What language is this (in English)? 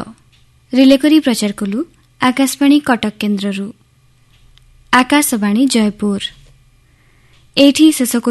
Odia